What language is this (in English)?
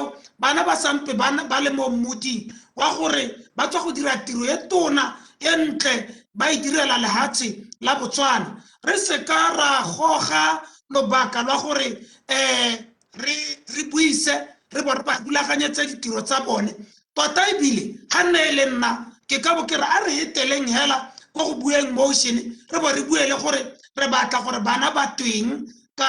Tswana